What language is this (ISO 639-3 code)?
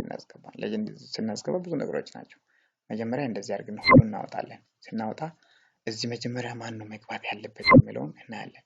amh